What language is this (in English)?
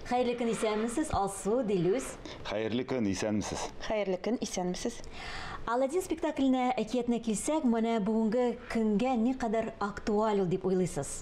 Tatar